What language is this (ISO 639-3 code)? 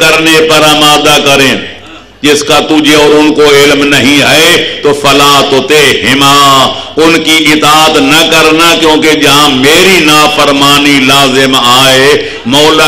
urd